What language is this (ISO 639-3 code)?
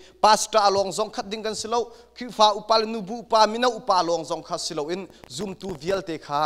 cnh